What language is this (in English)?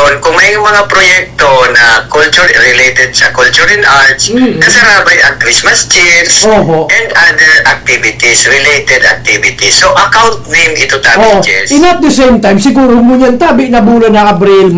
Bikol